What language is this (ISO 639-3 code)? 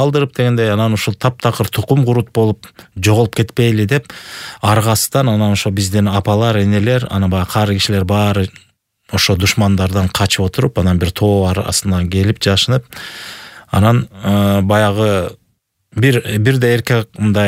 kir